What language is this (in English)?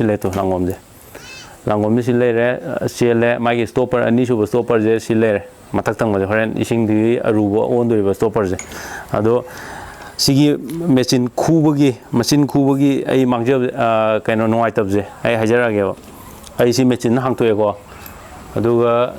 Manipuri